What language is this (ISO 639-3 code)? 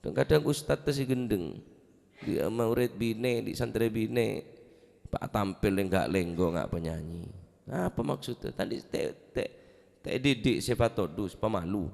mad